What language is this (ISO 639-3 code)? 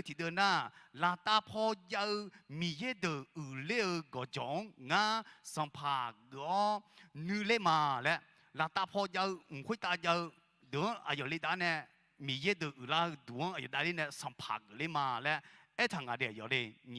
ahk